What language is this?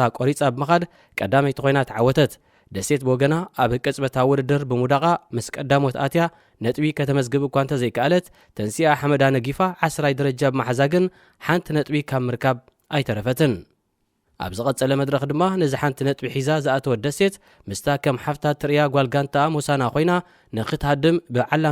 Tigrinya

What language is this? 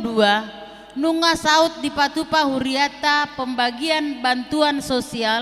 Batak Toba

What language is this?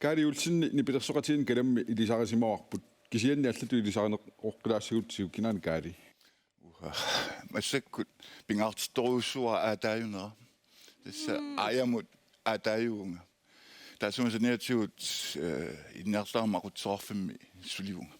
Kalaallisut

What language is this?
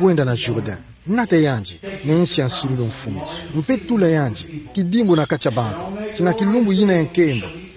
Kituba (Democratic Republic of Congo)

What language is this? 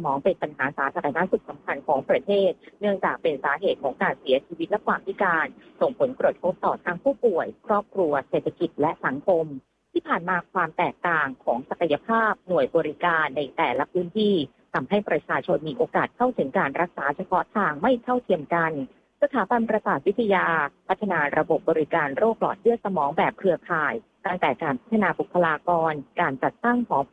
Thai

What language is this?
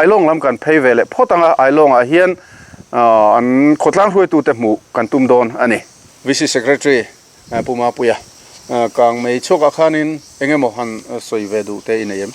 Mizo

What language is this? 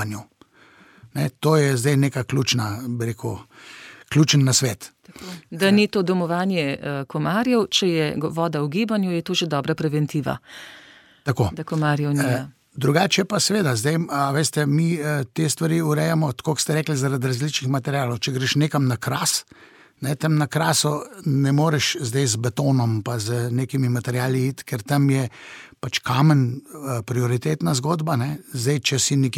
Slovenian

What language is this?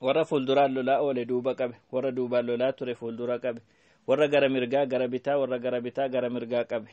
Oromo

